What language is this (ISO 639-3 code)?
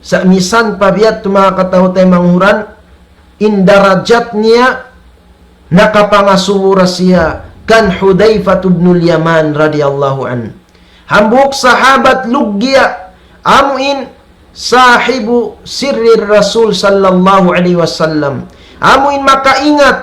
tsg